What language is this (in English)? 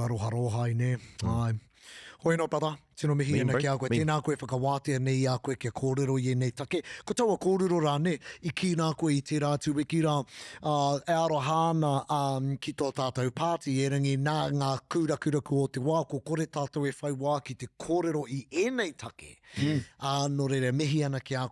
Māori